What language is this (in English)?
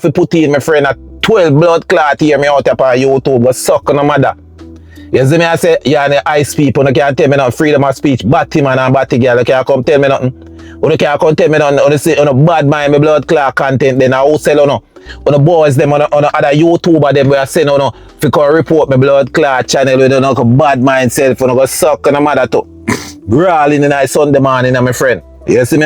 Jamaican Creole English